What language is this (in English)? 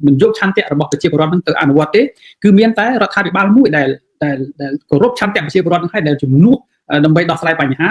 Khmer